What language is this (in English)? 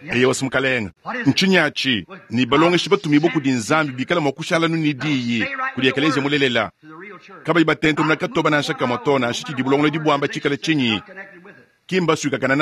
Luba-Lulua